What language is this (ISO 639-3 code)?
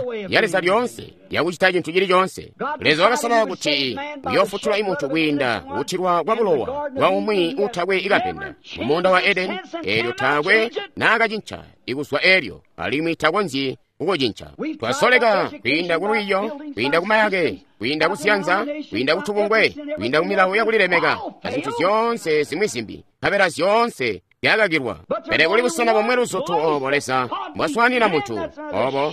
toi